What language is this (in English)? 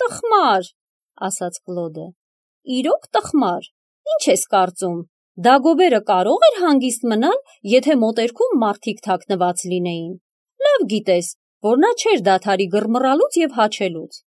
Armenian